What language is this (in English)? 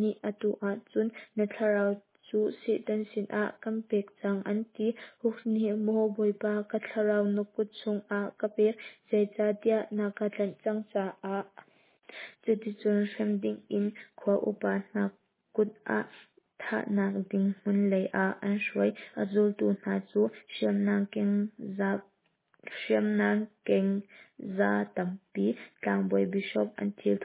Hakha Chin